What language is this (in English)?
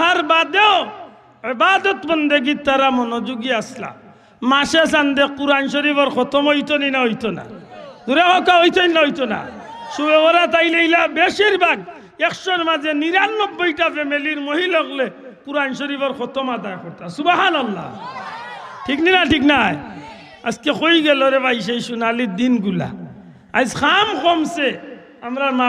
Sylheti